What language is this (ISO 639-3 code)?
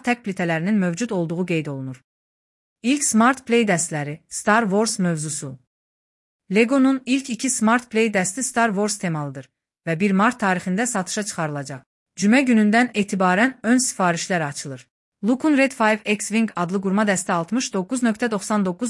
aze